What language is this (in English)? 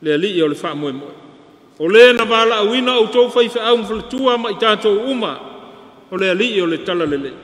Samoan